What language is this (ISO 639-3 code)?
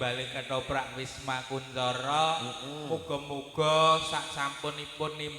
jav